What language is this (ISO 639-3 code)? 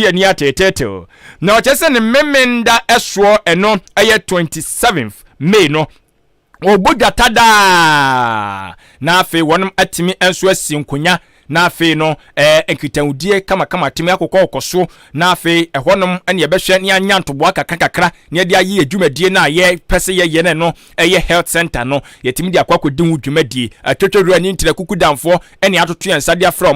aka